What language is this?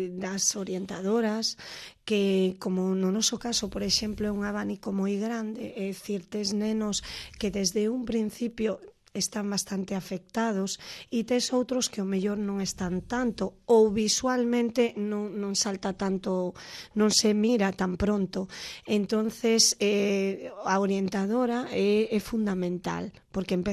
Galician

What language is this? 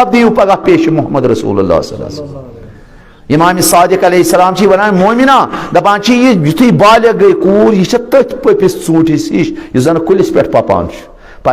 Kashmiri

